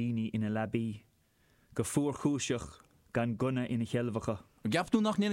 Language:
Irish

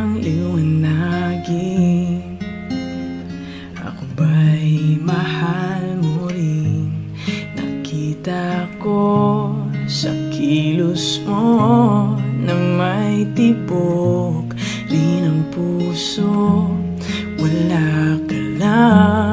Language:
Filipino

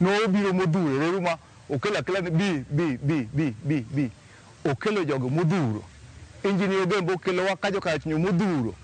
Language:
Luo (Kenya and Tanzania)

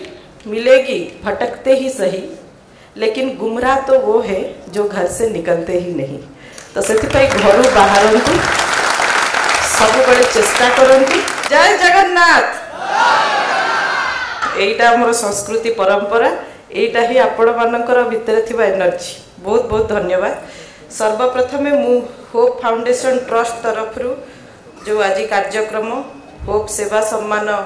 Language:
Odia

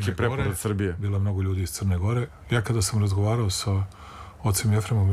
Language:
Serbian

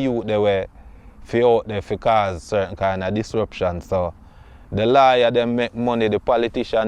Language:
Jamaican Creole English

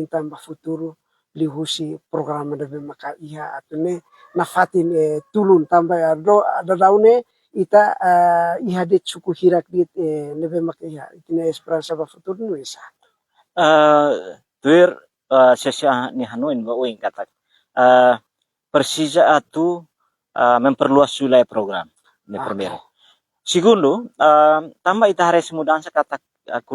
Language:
Tetum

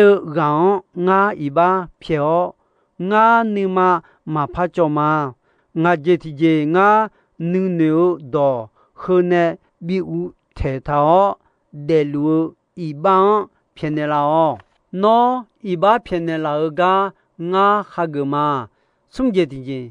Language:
Akha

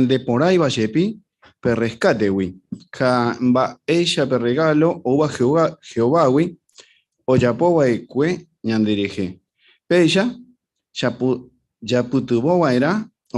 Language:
Guarani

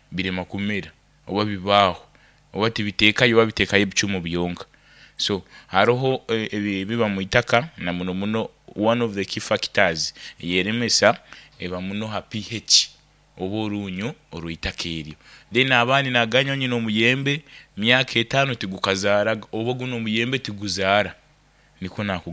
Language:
Nyoro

